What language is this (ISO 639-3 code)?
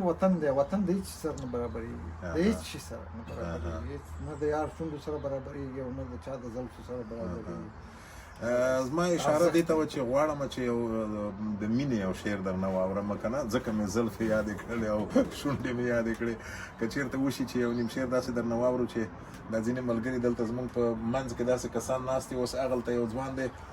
pus